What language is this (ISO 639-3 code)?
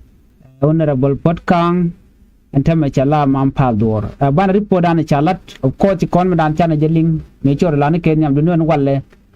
nus